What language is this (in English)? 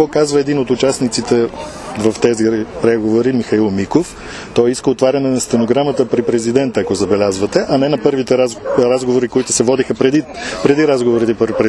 Bulgarian